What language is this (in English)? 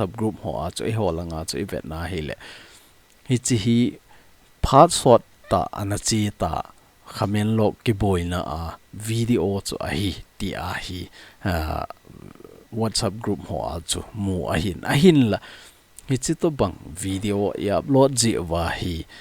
Thado Chin